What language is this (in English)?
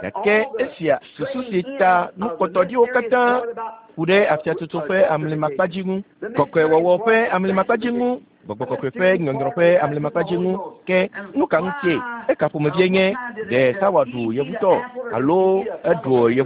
Ewe